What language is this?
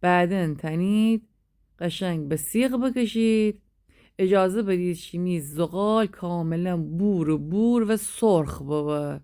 Gilaki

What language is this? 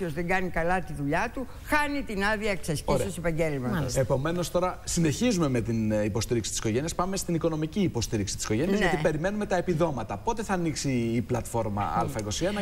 Greek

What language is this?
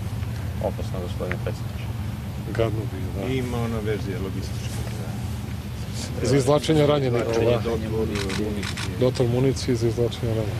Serbian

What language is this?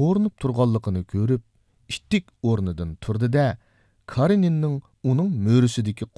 Uyghur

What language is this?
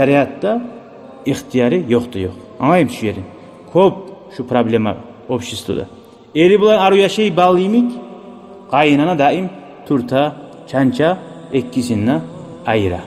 Kumyk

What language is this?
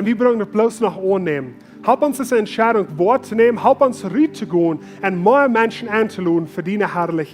Plautdietsch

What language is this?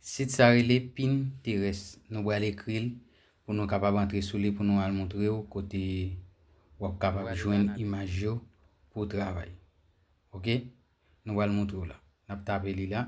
Haitian Creole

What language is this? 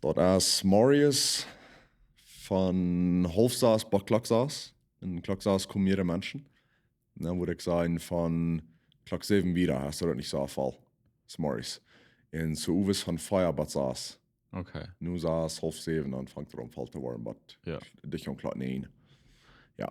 Plautdietsch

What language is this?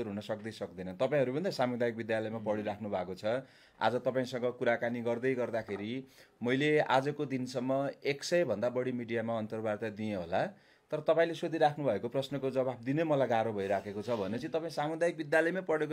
Nepali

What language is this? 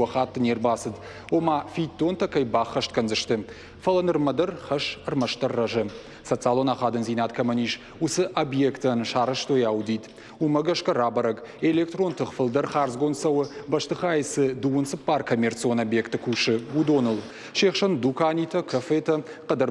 Ossetic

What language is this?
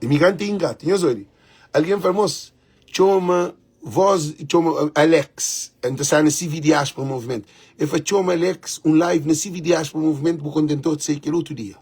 Kabuverdianu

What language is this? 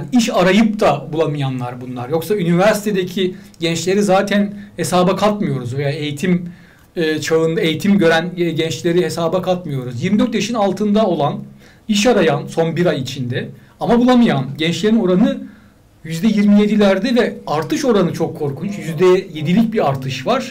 Turkish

